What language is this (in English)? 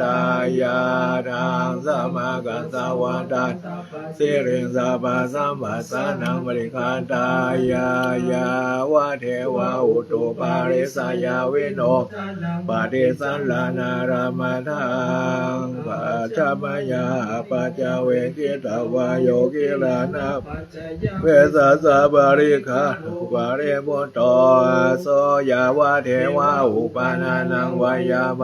Pali